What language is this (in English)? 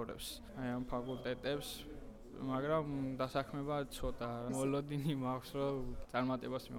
Georgian